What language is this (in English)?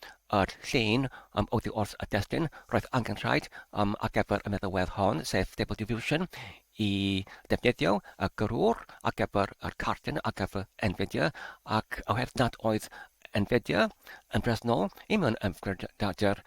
Welsh